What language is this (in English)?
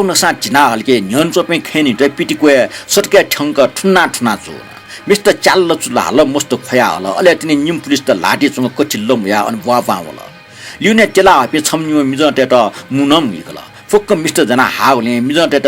Newari